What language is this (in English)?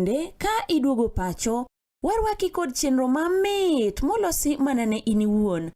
Luo (Kenya and Tanzania)